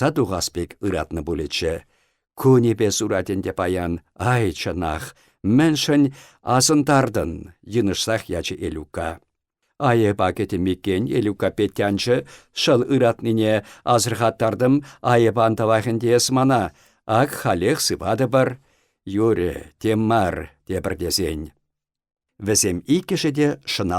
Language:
Chuvash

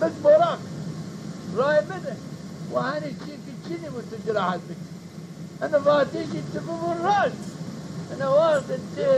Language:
Zaza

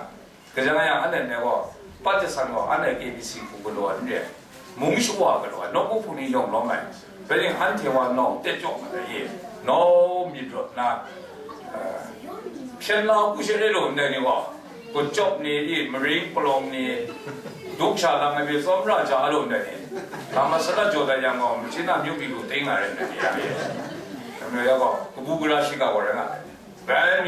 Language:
Kachin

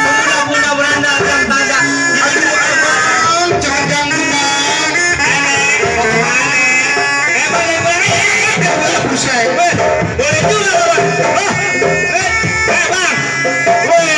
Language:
Betawi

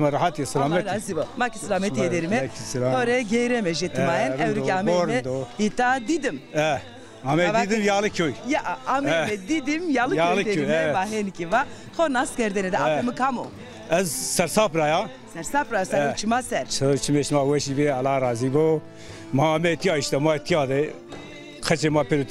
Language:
Zaza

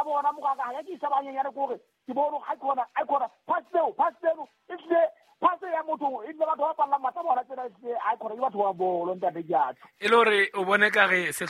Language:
Southern Sotho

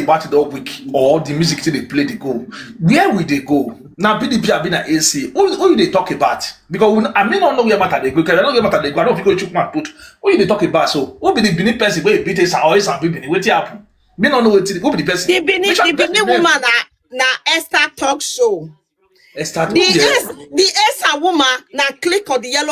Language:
Nigerian Pidgin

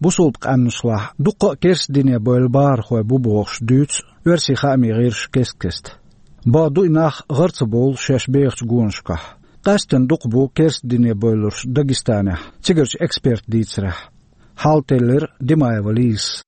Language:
Chechen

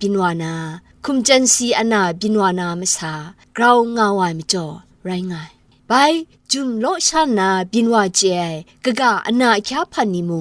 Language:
Kachin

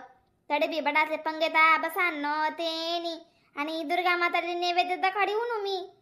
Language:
Khandesi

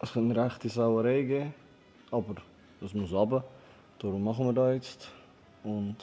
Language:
Swiss German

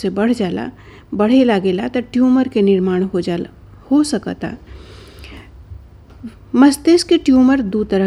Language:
Bhojpuri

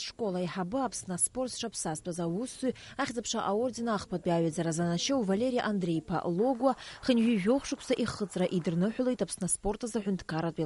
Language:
Abkhazian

